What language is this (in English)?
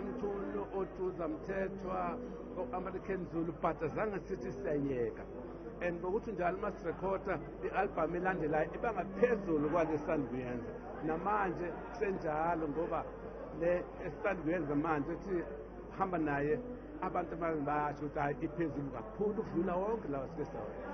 Zulu